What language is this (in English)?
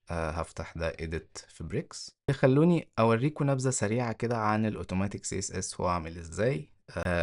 Egyptian Arabic